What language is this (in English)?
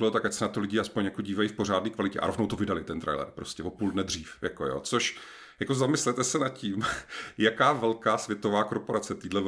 Czech